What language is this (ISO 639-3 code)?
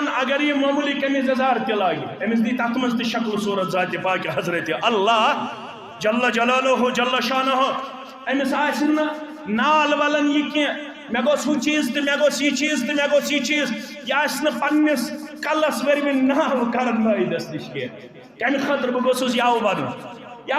kas